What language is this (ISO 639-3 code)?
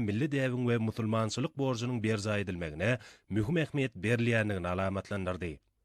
tuk